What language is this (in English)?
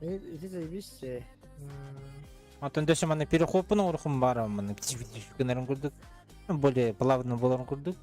Yakut